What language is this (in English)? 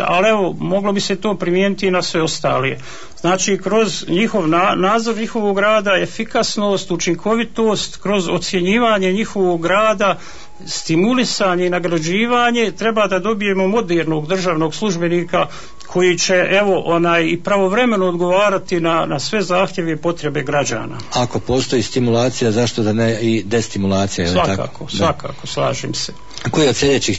Bosnian